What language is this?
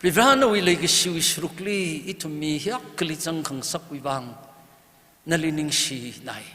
Tangkhul Naga (India)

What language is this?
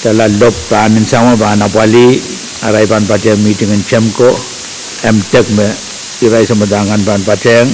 Pohnpeian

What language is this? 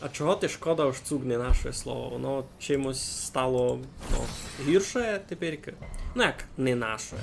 Rusyn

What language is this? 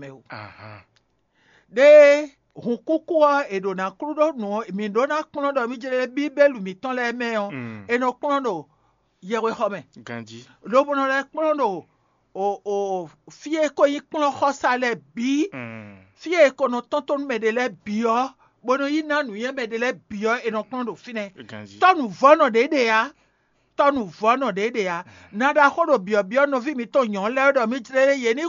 Fon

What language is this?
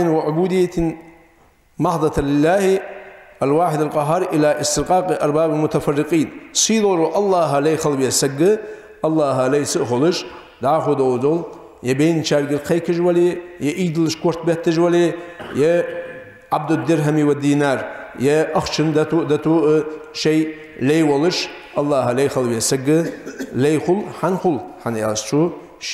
Ingush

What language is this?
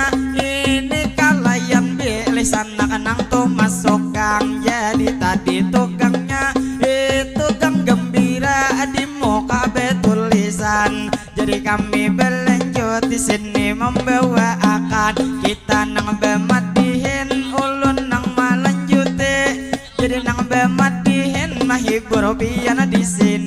Banjar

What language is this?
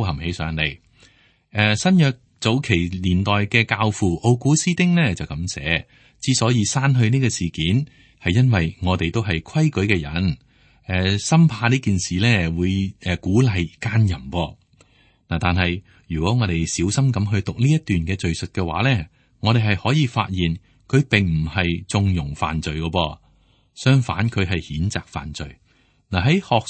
Cantonese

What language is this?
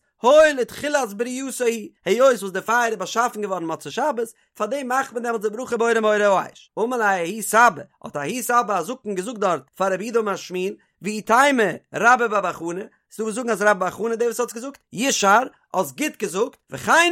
Yiddish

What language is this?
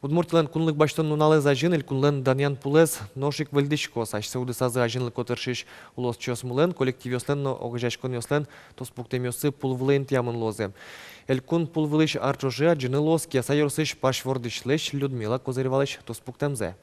Udmurt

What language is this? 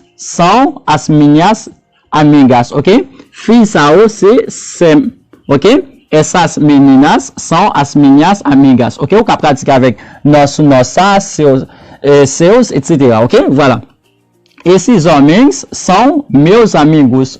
Haitian Creole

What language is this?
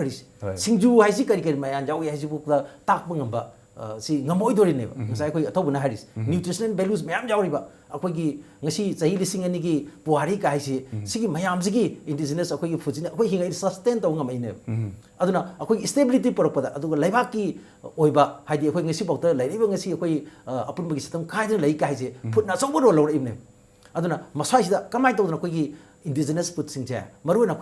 Manipuri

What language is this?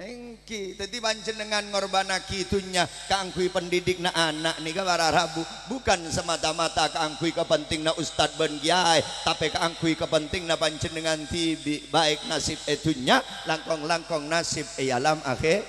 Madurese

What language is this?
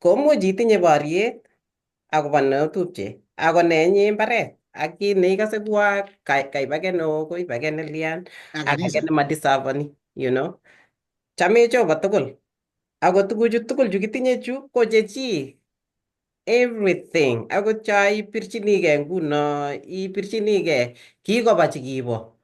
Kalenjin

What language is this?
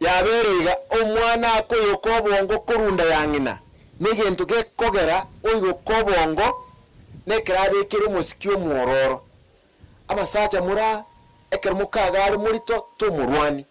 Gusii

